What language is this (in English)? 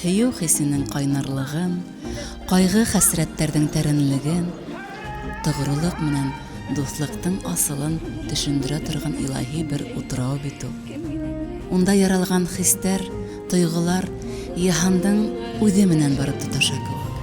Bashkir